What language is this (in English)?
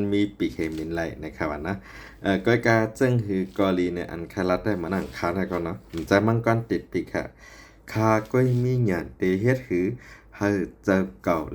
Shan